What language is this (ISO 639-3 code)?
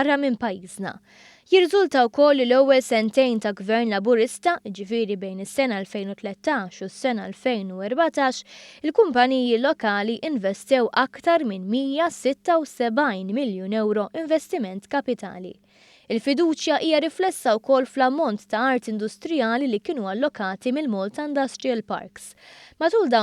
mlt